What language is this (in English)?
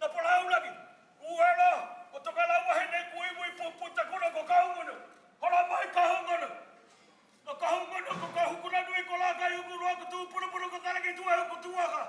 Māori